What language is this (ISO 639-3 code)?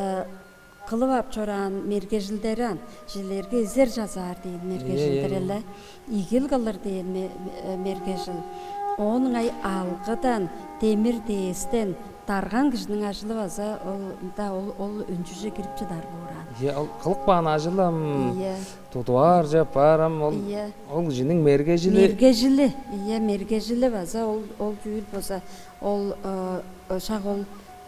tyv